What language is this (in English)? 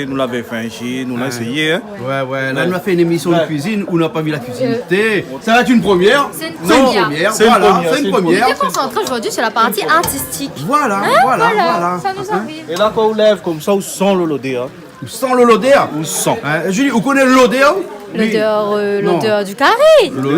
Réunion Creole French